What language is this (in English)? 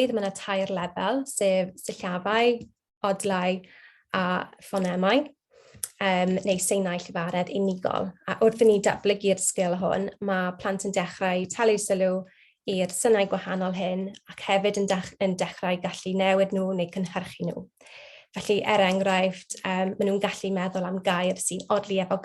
Welsh